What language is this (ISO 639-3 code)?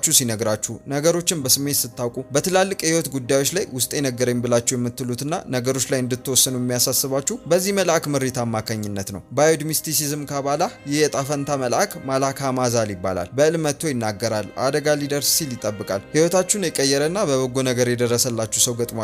amh